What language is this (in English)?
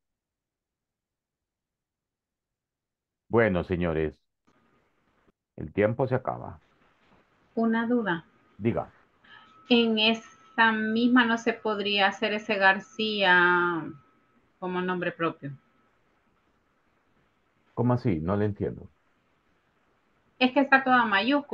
Spanish